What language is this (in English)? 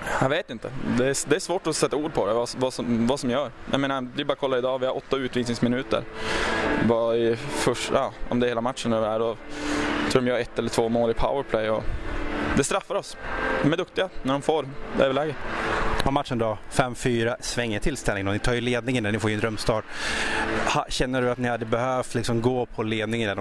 Swedish